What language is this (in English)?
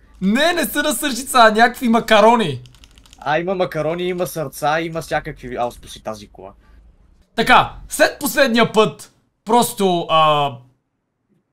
Bulgarian